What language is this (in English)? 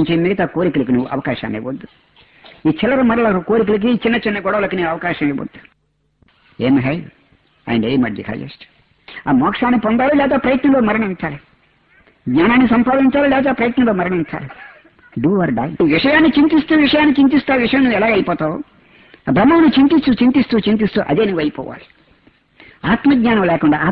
Telugu